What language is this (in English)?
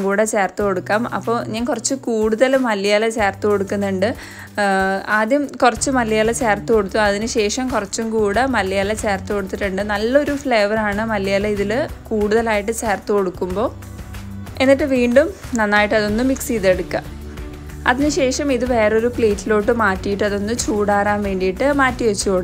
Malayalam